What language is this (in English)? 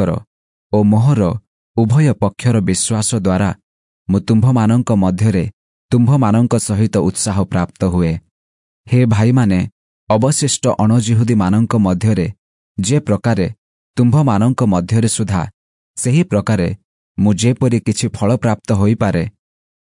Odia